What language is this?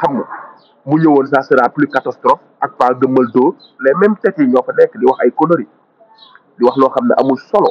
Wolof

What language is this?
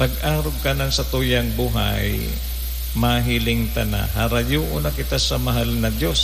Bikol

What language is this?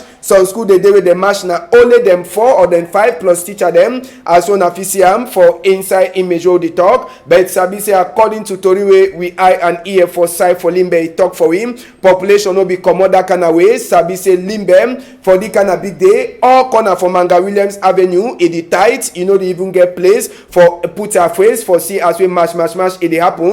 Cameroon Pidgin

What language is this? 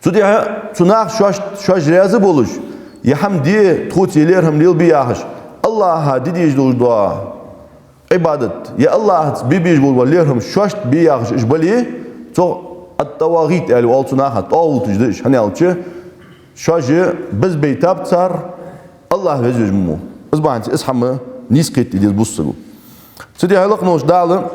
Ingush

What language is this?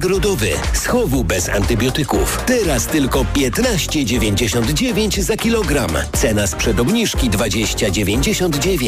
Polish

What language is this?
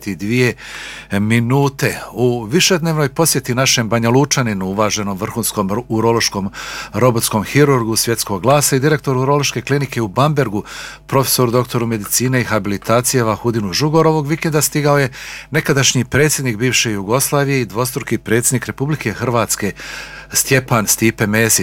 Bosnian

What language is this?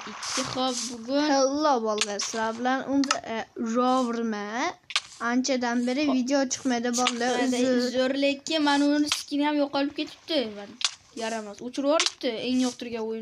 Uzbek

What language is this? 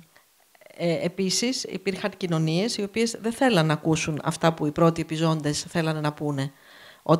Greek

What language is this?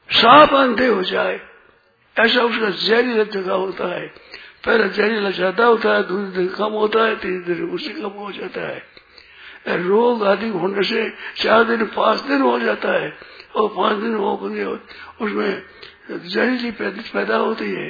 Hindi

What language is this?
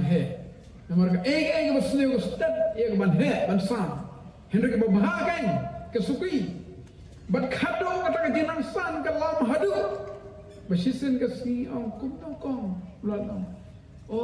Khasi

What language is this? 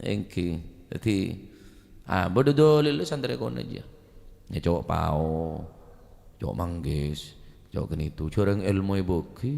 Madurese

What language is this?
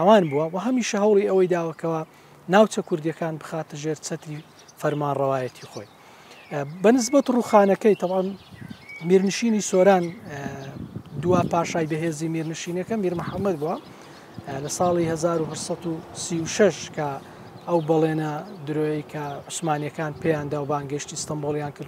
Central Kurdish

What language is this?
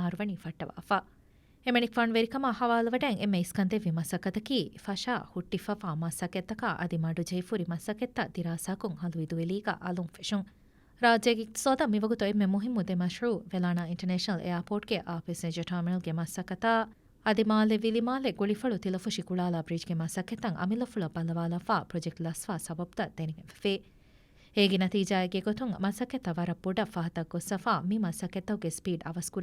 Divehi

